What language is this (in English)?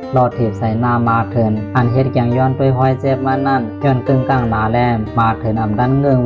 Shan